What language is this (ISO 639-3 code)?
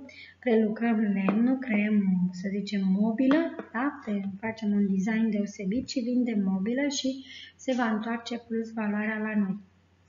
ron